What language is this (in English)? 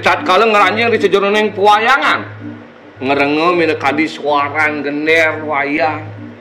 Balinese